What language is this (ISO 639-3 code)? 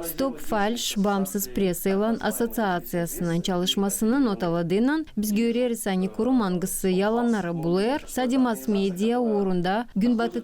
gag